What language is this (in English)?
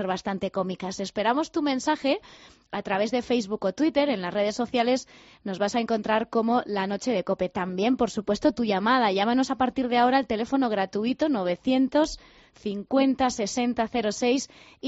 Spanish